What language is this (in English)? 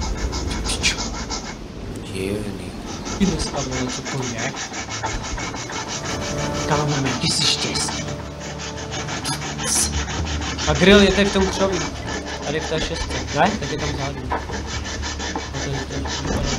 Czech